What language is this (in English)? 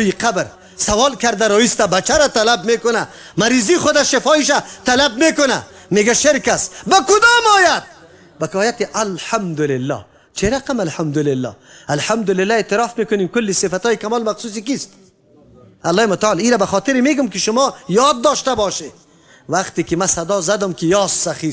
Persian